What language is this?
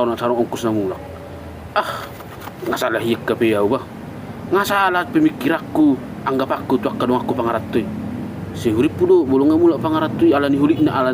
Batak Toba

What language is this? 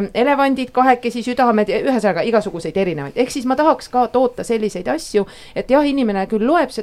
Estonian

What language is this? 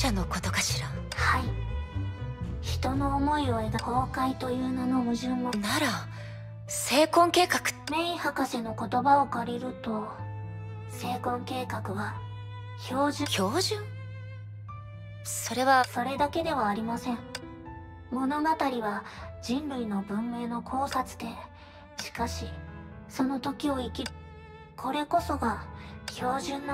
Japanese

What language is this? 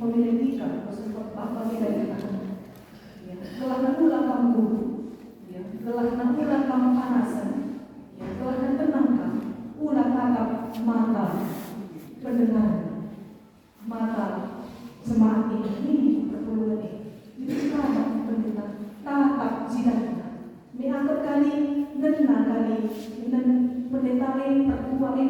Batak Karo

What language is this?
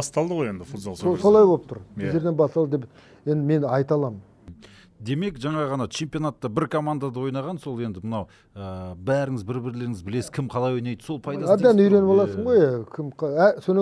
Kazakh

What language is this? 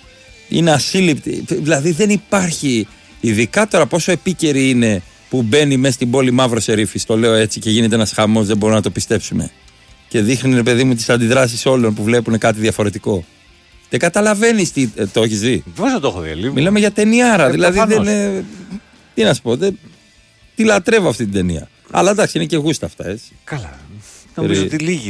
Greek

